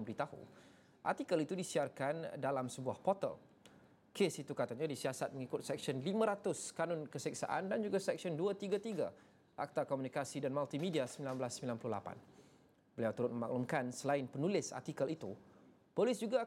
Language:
Malay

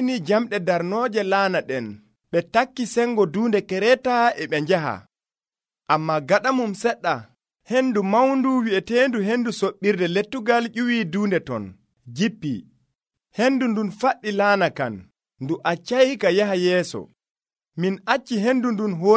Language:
Nigerian Fulfulde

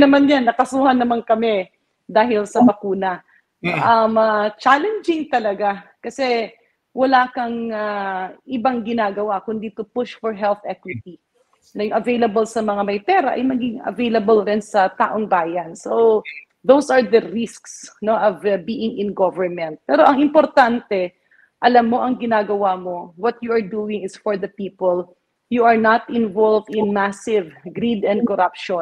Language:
Filipino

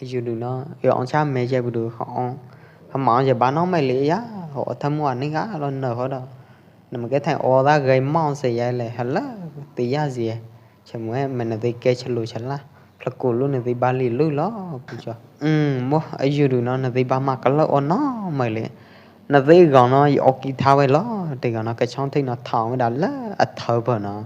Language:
Pwo Eastern Karen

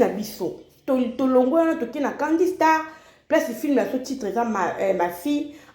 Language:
Lingala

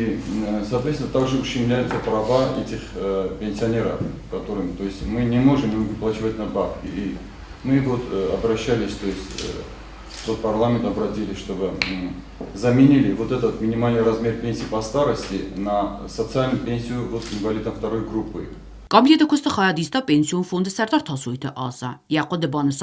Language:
Ossetic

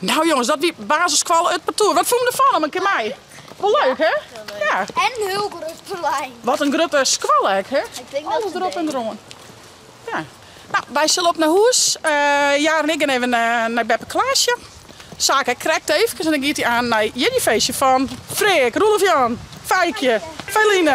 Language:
Western Frisian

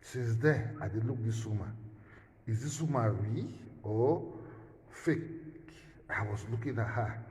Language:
Nigerian Pidgin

